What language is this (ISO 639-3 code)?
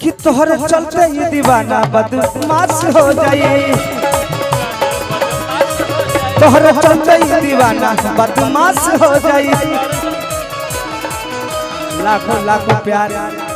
bho